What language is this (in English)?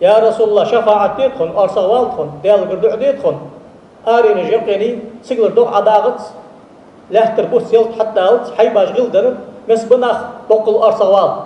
Ingush